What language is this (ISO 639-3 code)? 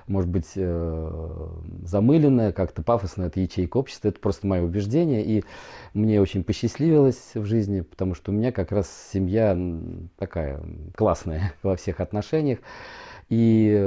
rus